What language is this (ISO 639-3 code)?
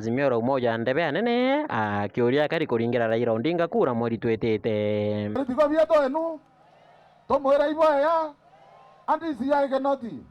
mer